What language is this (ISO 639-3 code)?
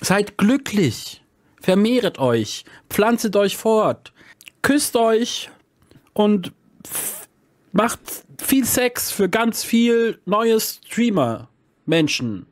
gsw